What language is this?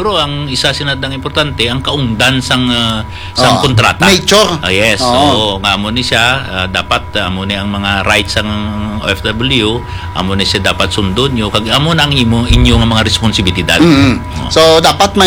Hiligaynon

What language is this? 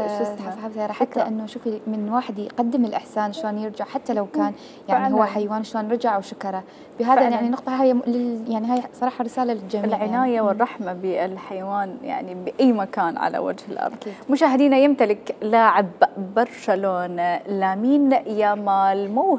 Mesopotamian Arabic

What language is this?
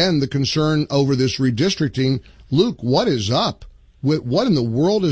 English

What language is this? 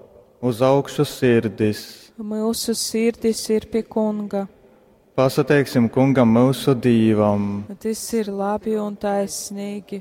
Latgalian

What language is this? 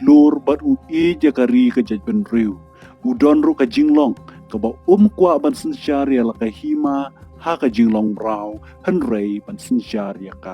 Khasi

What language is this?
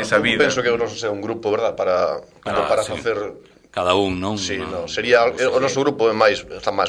Galician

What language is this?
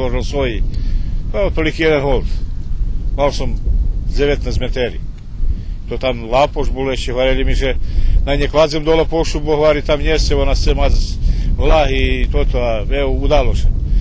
Rusyn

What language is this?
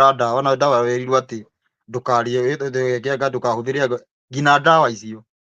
Kikuyu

